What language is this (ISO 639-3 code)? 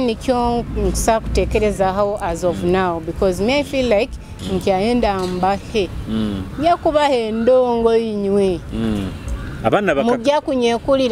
nyo